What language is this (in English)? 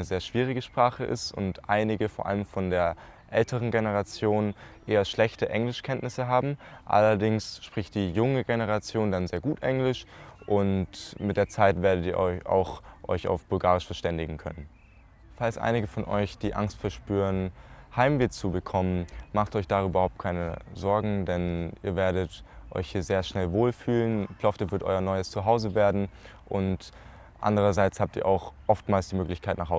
German